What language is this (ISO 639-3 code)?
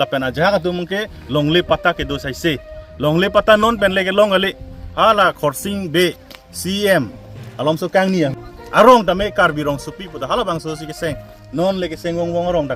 mjw